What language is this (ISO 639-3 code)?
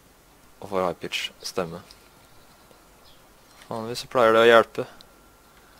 nor